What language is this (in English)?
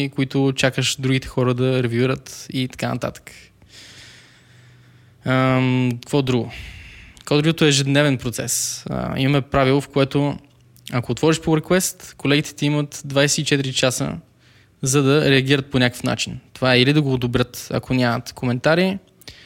Bulgarian